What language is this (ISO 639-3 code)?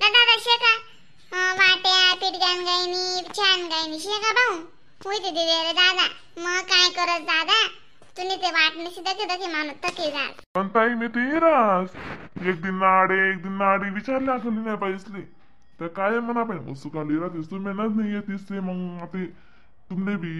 khn